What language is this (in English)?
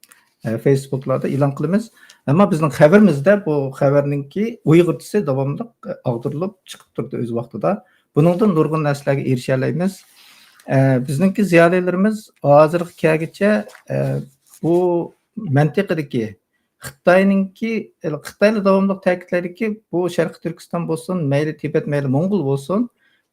Uyghur